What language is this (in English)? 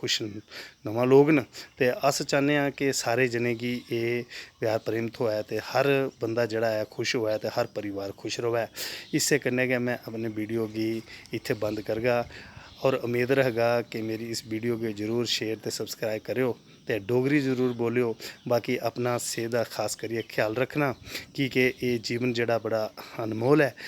Dogri